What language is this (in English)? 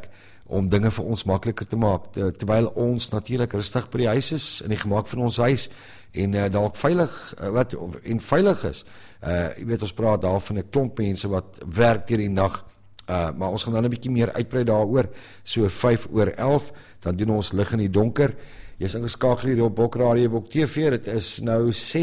Afrikaans